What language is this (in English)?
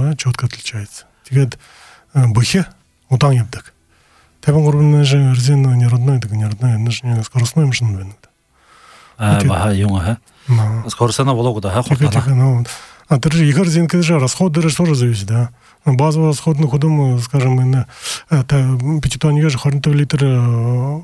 Buriat